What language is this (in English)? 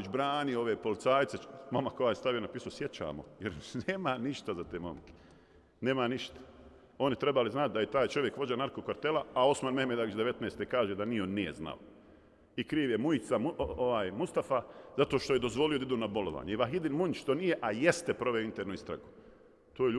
Bosnian